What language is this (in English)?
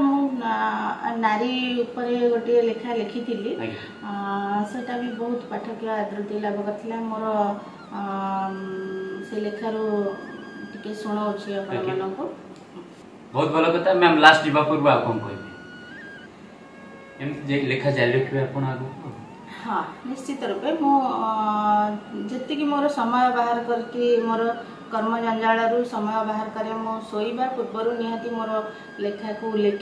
Odia